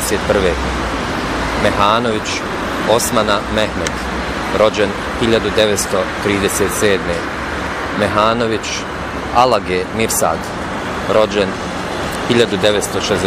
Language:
Bosnian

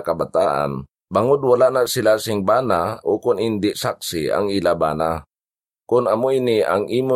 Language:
Hiligaynon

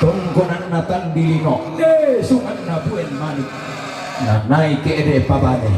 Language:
Toraja-Sa'dan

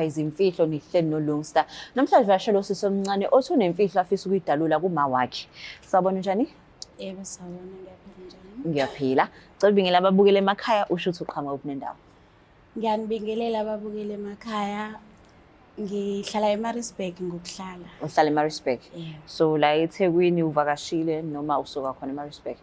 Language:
Zulu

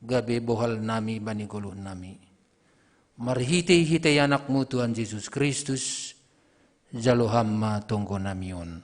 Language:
Batak Simalungun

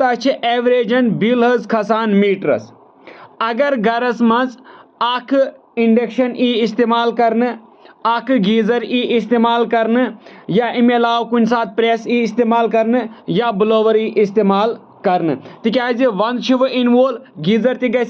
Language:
Kashmiri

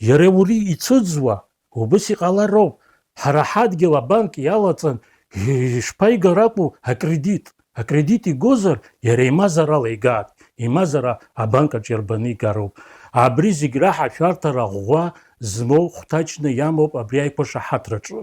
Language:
Abkhazian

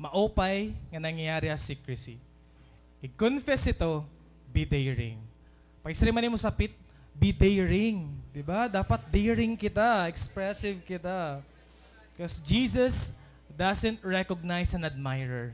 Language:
Waray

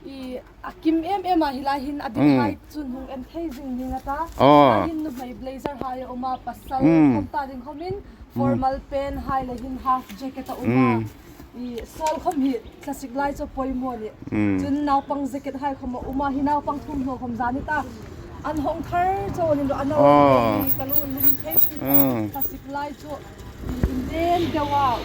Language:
Hmar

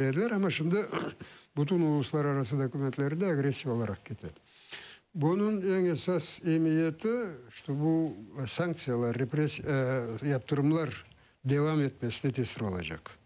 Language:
Crimean Tatar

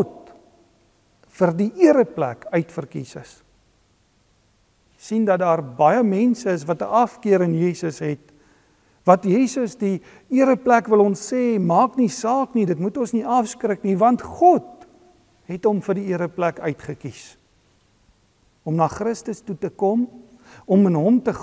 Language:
Afrikaans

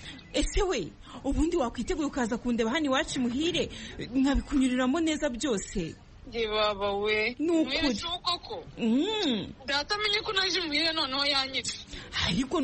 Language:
Kinyarwanda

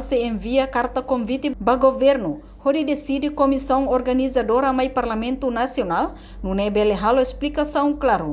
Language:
Tetum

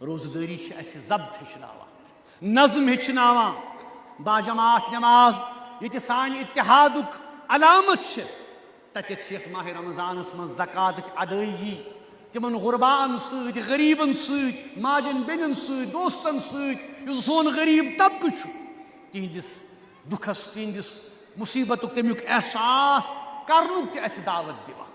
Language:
Kashmiri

